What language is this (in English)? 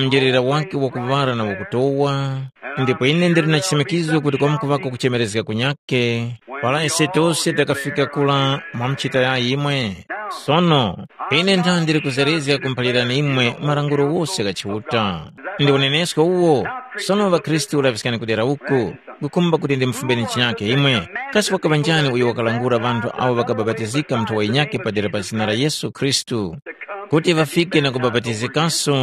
Tumbuka